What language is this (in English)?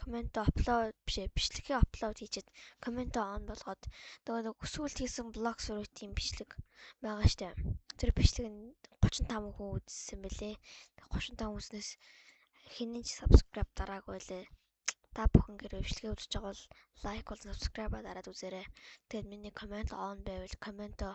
Mongolian